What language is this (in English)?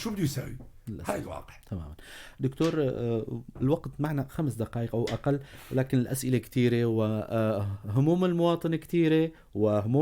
North Levantine Arabic